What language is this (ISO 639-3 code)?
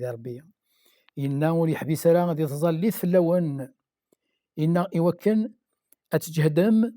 kab